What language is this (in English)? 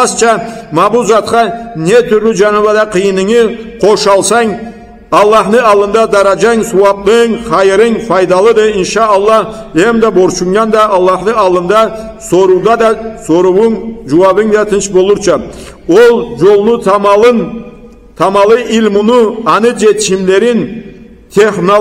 Karachay-Balkar